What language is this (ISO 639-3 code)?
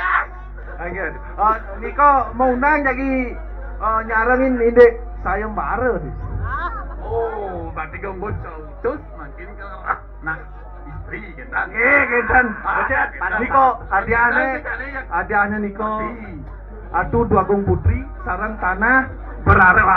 ban